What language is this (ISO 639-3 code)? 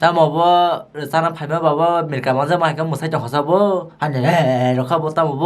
trp